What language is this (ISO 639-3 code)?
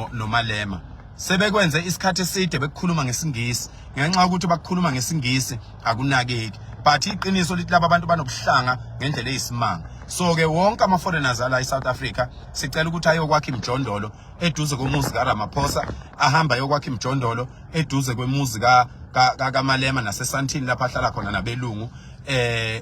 zul